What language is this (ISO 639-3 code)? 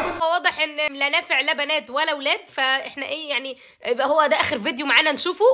arz